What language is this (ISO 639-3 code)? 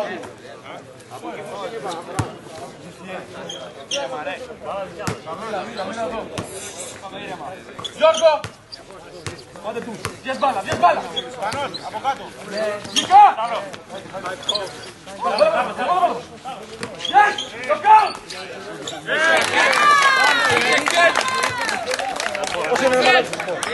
ell